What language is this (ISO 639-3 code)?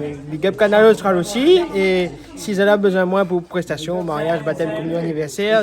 rcf